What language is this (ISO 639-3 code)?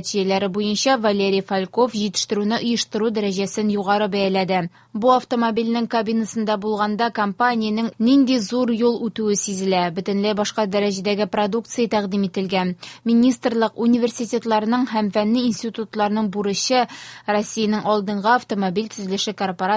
tat